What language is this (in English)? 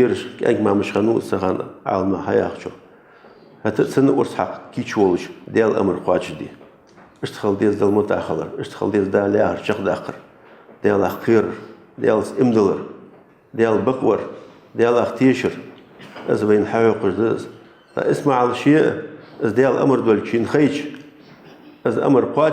Ingush